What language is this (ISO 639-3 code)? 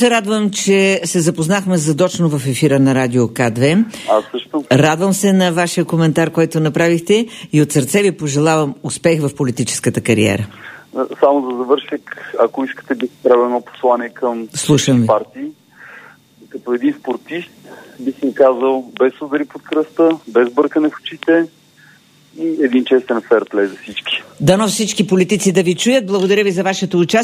bul